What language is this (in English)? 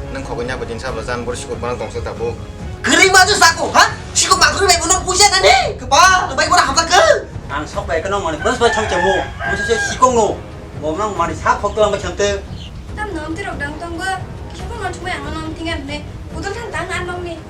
Kok Borok